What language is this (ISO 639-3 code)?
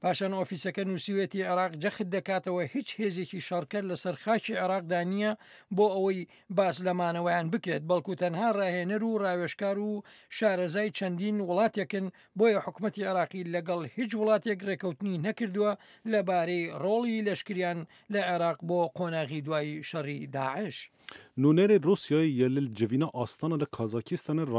ckb